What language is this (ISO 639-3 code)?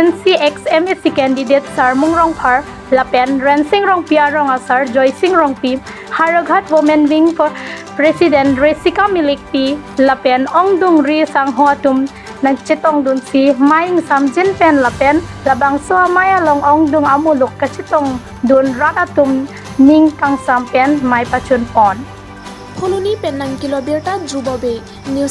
mjw